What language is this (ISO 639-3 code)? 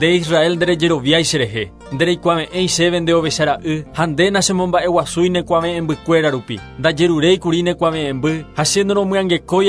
grn